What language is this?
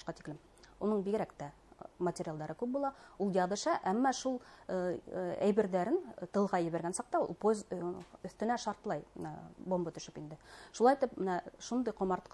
Bashkir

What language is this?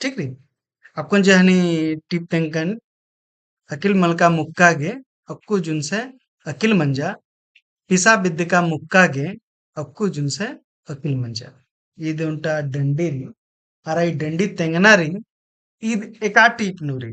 Kurukh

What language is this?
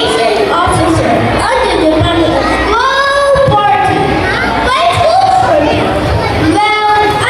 Hiligaynon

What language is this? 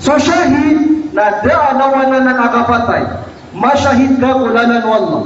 Maranao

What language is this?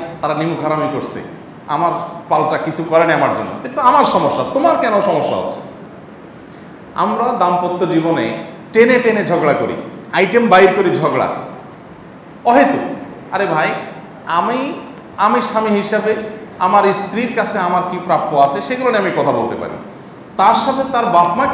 Bangla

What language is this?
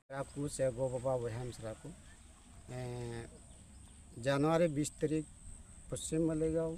Santali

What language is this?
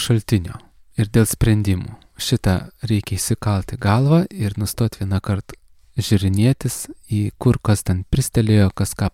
Lithuanian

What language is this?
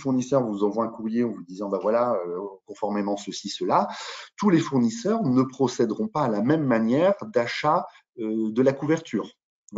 French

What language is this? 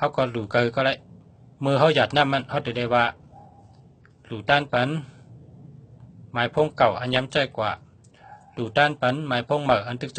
Shan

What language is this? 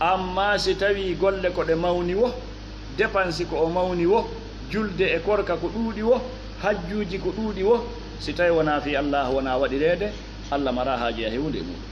Fula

